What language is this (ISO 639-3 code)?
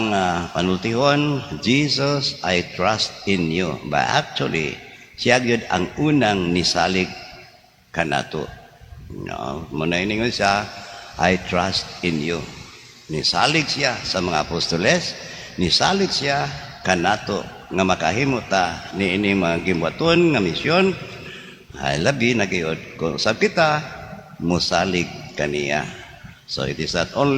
ceb